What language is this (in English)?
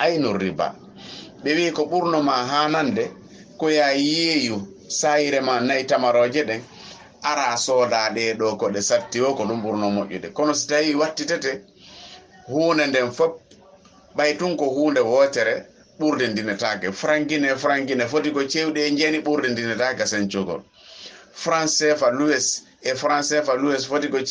Fula